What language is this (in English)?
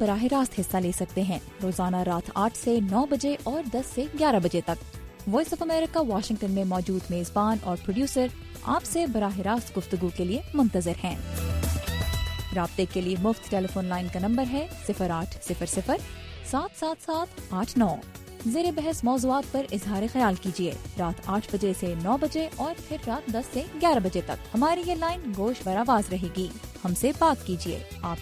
Urdu